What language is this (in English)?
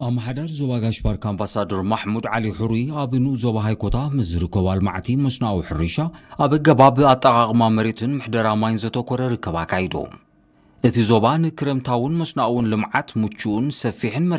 Tigrinya